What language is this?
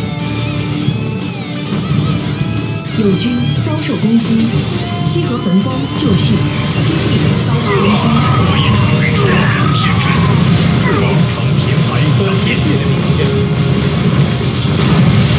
Chinese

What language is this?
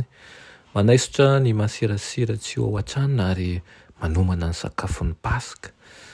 Malagasy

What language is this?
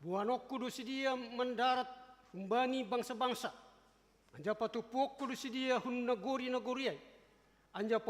Batak Simalungun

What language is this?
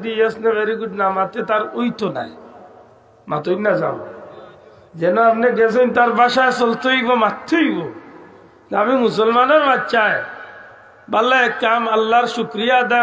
Sylheti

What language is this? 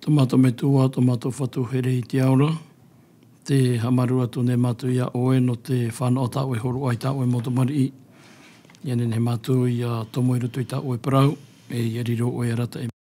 Tahitian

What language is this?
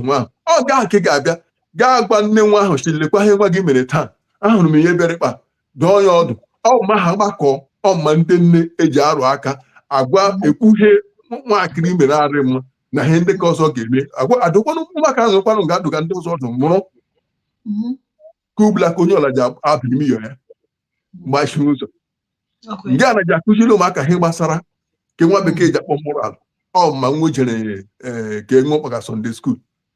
Igbo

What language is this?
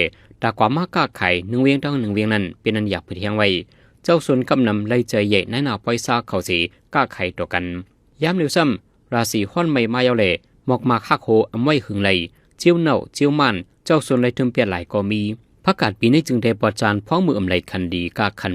Shan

